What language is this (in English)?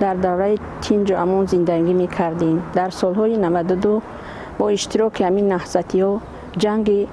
Tajik